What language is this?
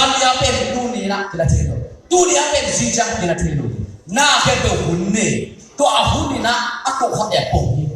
Tedim Chin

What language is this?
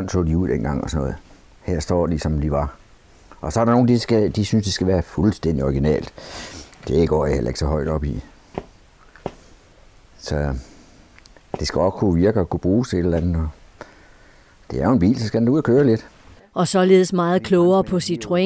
Danish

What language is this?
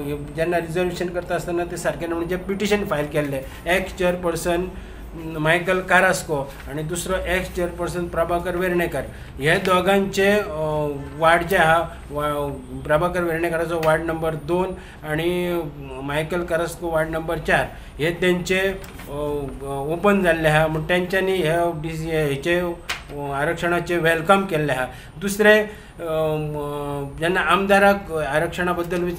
Konkani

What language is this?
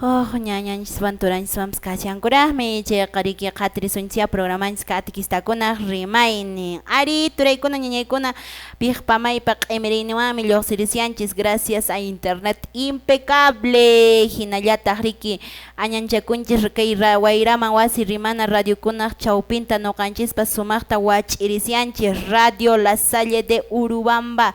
Quechua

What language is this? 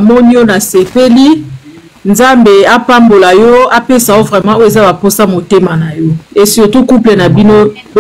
Lingala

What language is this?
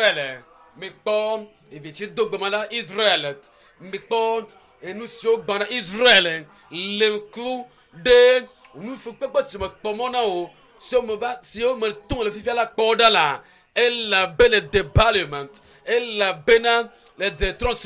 Ewe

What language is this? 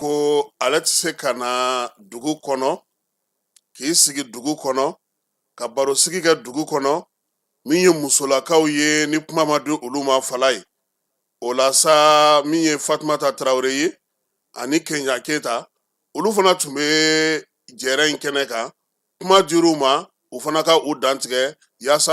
Bambara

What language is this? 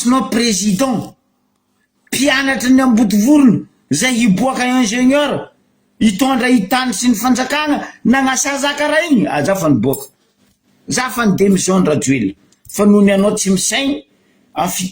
Malagasy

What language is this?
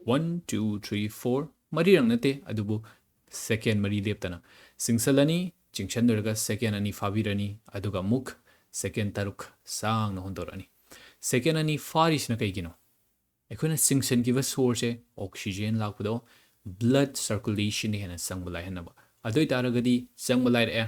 Manipuri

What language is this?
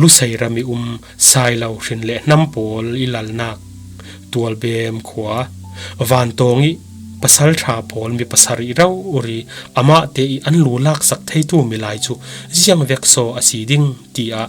Falam Chin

